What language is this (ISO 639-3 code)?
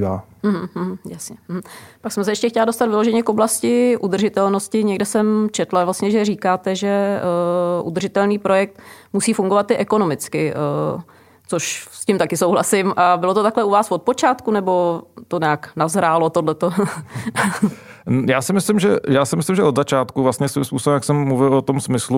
ces